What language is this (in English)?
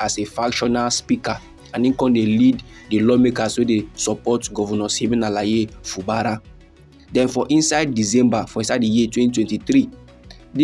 Nigerian Pidgin